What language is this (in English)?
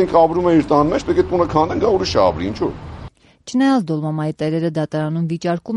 Armenian